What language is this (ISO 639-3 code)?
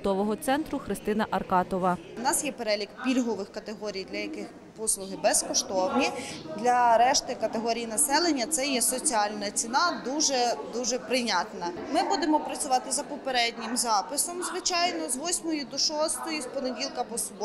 ukr